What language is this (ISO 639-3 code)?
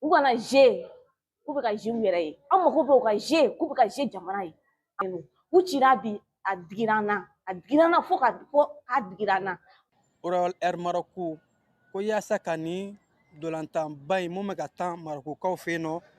bam